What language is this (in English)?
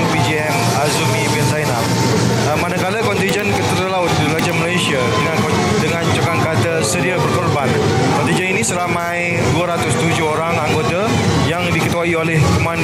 Malay